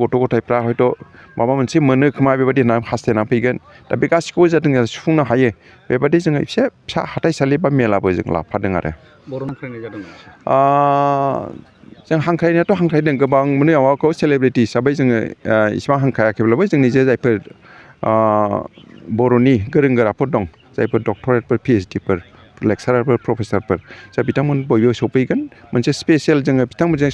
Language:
Bodo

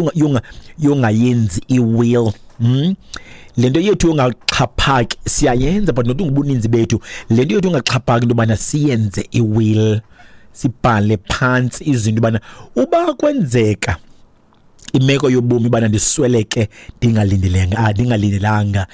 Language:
Xhosa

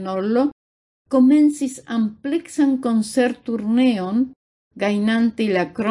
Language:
Esperanto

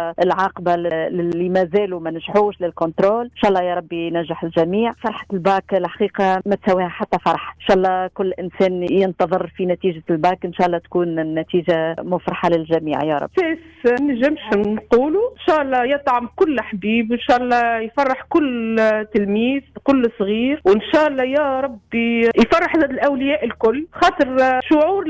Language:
Tunisian Arabic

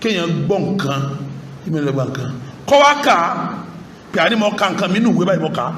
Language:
Yoruba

